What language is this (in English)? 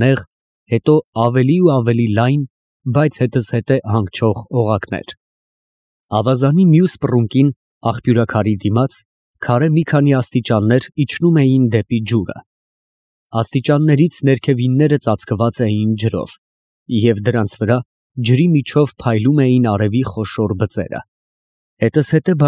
Armenian